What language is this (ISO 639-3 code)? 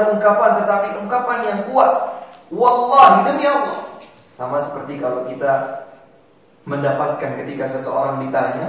ind